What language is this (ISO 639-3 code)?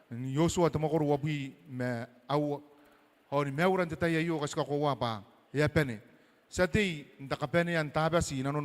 gil